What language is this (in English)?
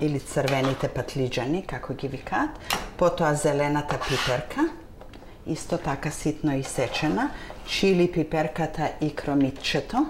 Macedonian